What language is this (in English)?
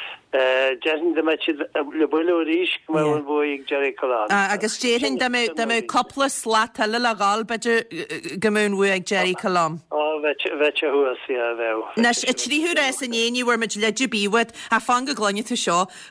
Irish